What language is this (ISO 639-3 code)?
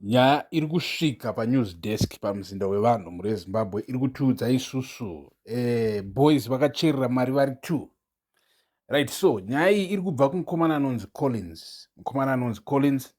sna